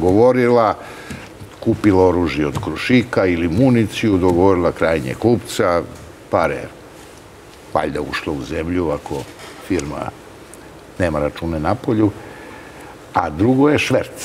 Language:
Serbian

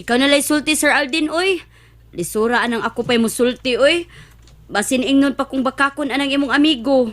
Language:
Cebuano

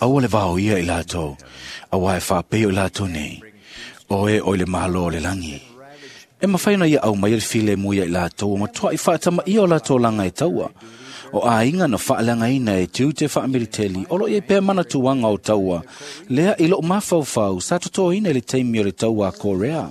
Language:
Samoan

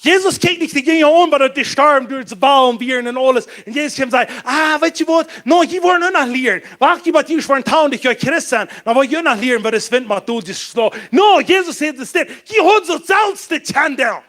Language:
Plautdietsch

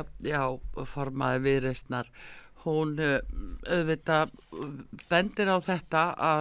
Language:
Icelandic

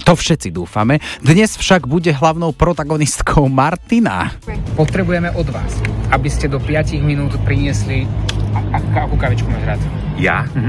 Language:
Slovak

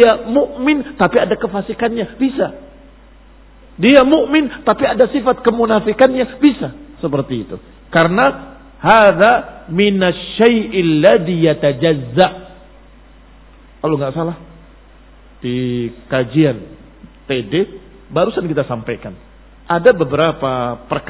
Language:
Indonesian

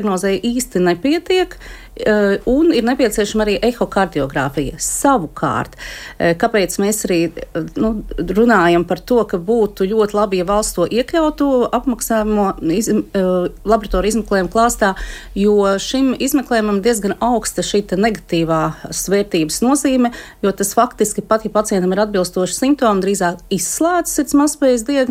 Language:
Latvian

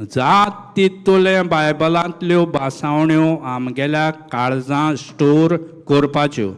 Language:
Konkani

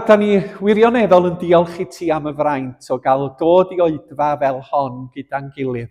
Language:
Welsh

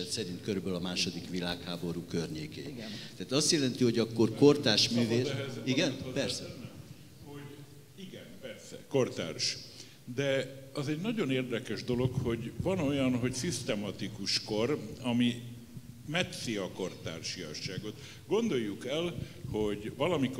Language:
Hungarian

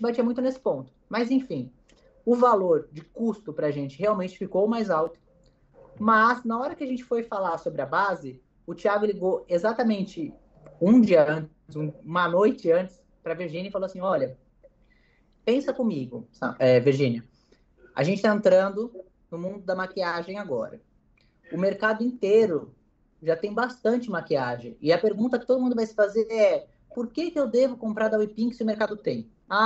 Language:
Portuguese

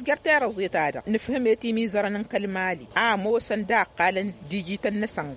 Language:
Tamasheq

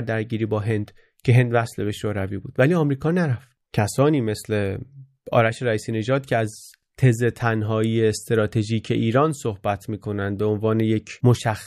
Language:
Persian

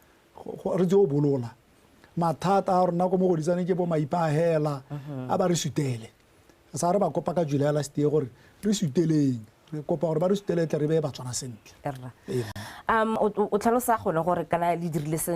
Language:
Tswana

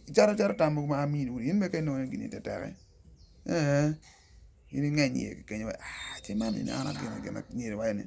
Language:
Acoli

